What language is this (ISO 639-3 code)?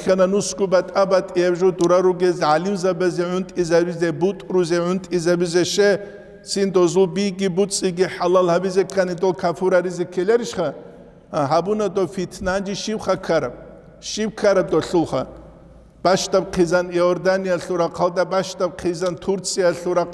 ava